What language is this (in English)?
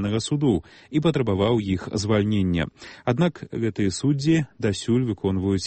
Belarusian